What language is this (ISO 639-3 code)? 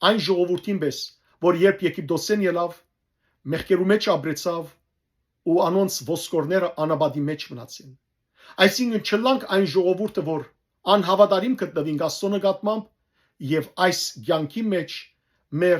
hyw